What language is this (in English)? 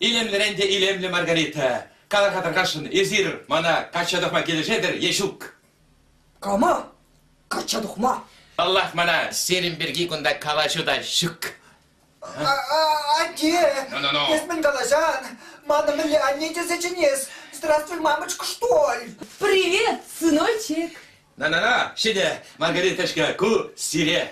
Chuvash